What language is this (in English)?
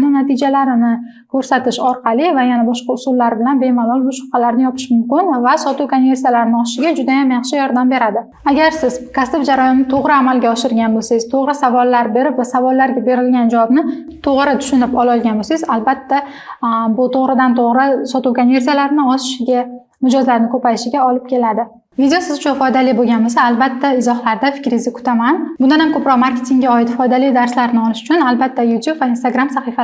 Uzbek